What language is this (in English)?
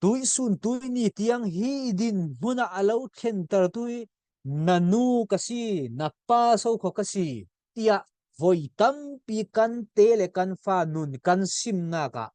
Falam Chin